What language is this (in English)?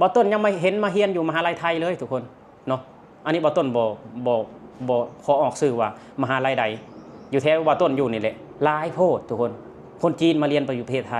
Lao